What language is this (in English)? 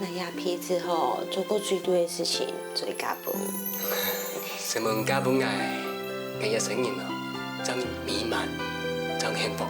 Hakka Chinese